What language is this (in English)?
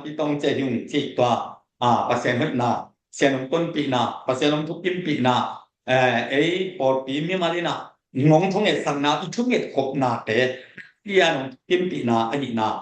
Tedim Chin